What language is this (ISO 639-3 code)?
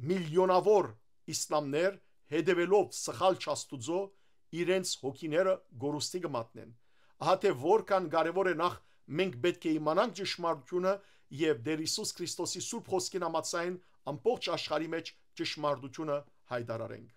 hyw